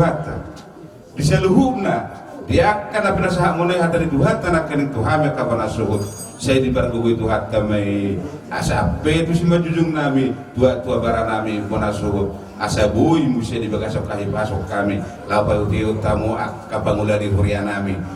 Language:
Batak Toba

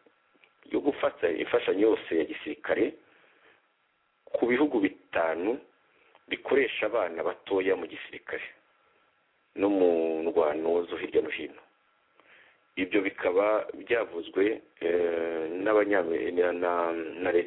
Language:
Kinyarwanda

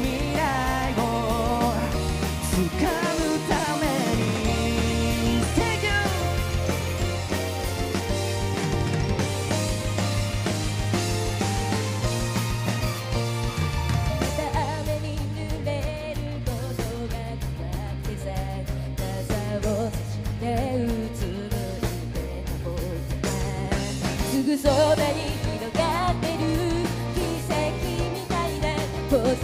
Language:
Japanese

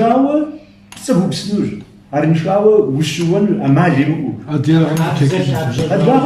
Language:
Kabardian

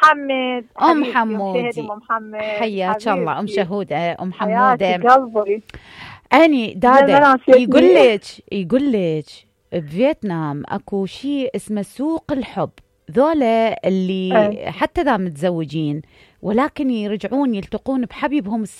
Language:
Mesopotamian Arabic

